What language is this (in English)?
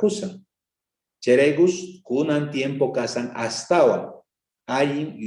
South Bolivian Quechua